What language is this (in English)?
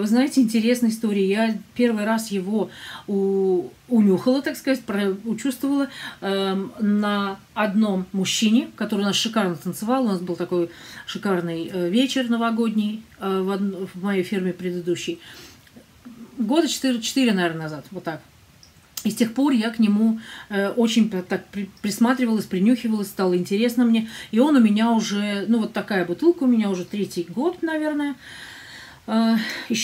Russian